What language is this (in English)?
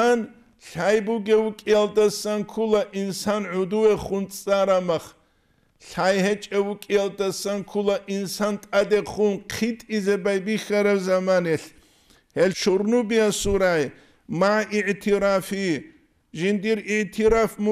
Avaric